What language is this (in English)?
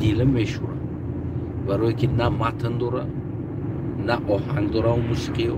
Tajik